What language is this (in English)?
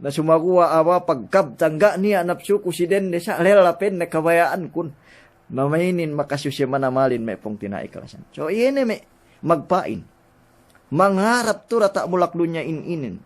Yakan